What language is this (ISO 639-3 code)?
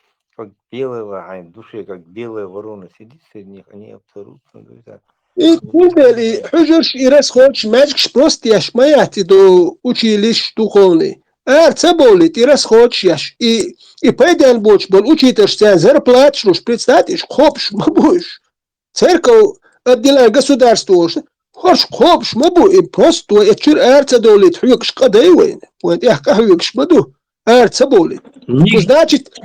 che